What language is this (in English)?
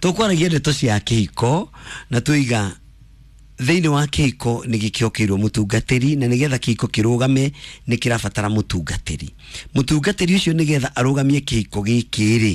Kikuyu